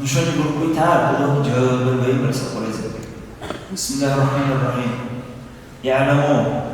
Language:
Dargwa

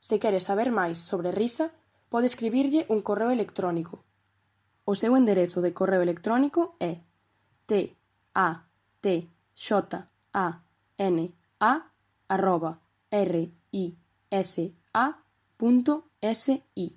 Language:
Galician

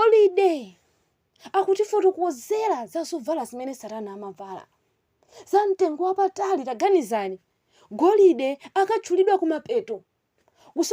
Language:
Nyanja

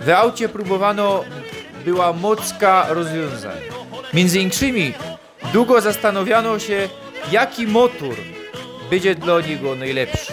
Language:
Silesian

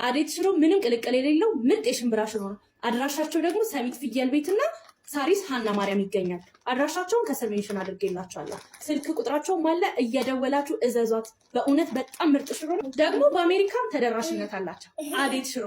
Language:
Amharic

